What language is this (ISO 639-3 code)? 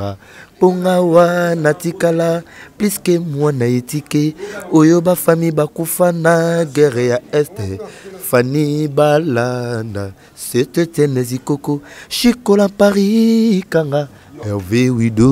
lin